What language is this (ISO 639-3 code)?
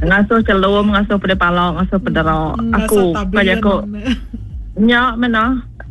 iba